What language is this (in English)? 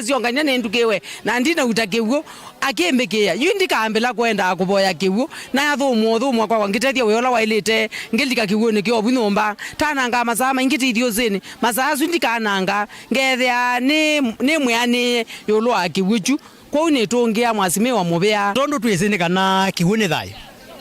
Kamba